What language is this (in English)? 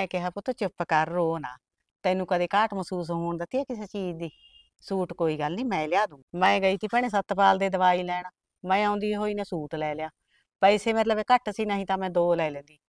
Punjabi